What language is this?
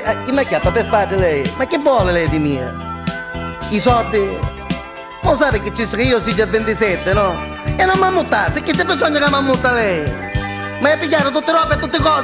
Neapolitan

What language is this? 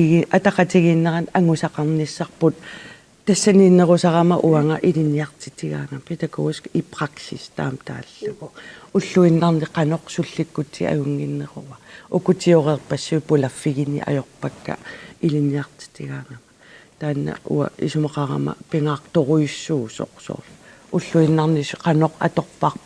Kalaallisut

